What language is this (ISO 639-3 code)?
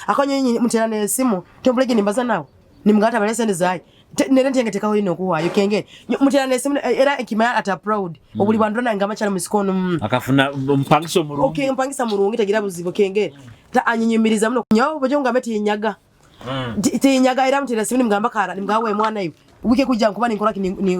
nyo